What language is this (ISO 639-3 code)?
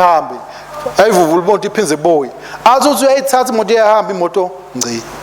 ssw